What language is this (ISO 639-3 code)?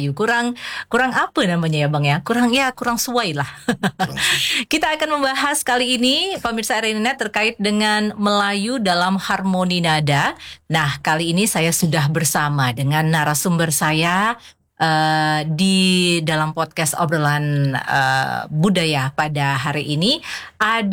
ind